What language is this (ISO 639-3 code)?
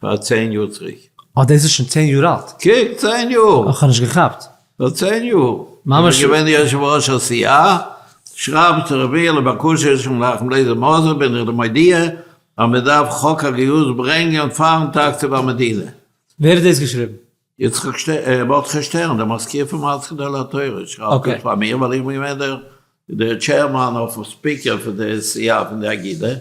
yid